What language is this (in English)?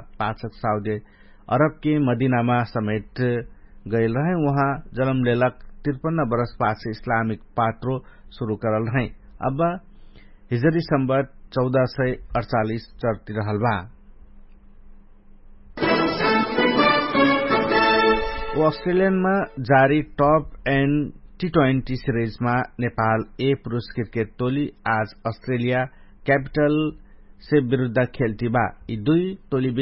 Bhojpuri